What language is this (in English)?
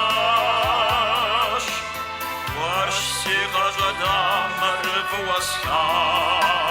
Kabardian